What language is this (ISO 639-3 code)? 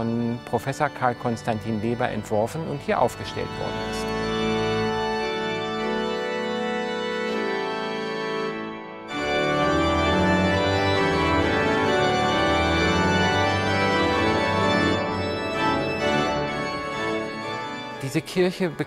deu